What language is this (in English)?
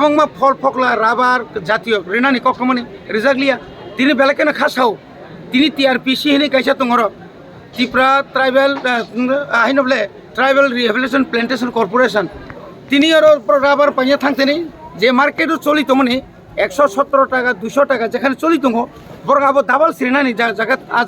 Kok Borok